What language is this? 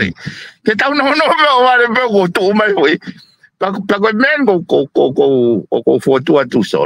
Tongan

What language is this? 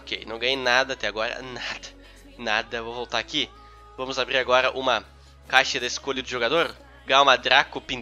Portuguese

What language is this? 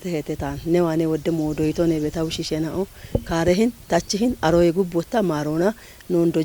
Kafa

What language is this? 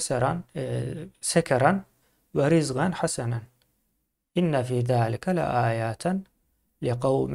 Turkmen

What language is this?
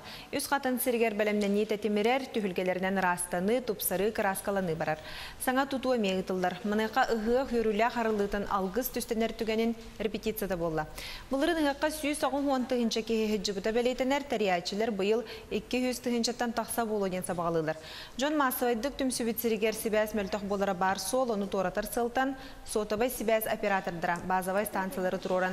Yakut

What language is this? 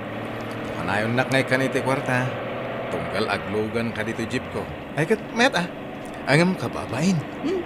Iloko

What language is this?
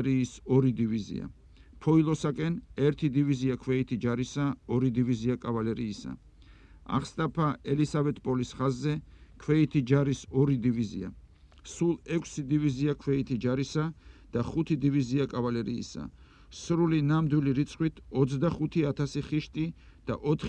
Georgian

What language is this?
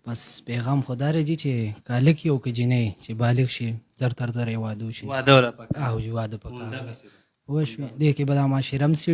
Pashto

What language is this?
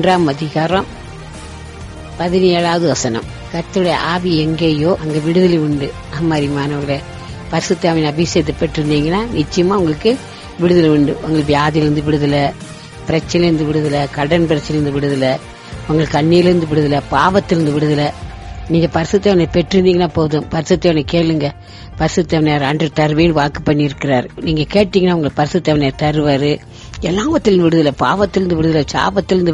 Tamil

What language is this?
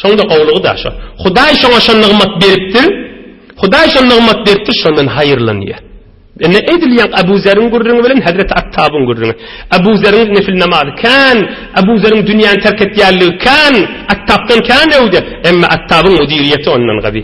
Turkmen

